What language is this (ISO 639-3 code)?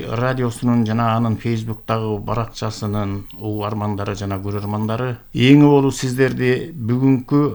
kir